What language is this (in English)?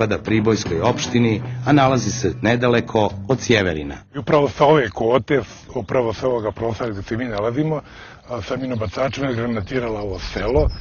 Serbian